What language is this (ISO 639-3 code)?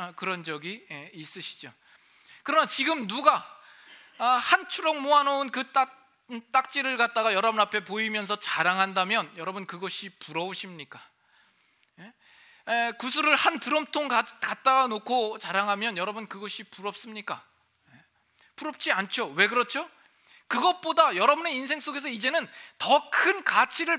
kor